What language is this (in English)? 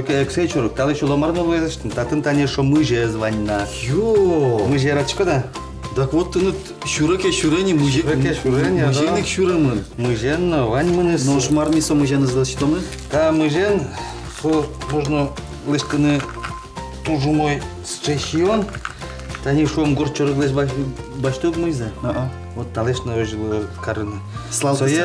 Udmurt